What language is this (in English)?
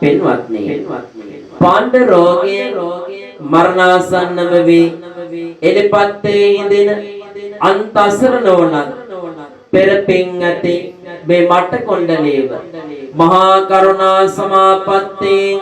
Sinhala